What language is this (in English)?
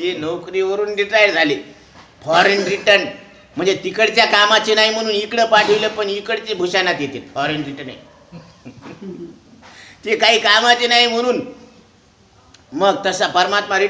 Marathi